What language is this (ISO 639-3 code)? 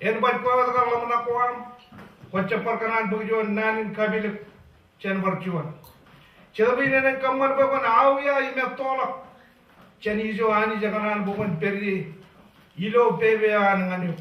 mah